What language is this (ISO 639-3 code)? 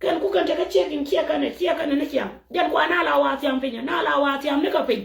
nus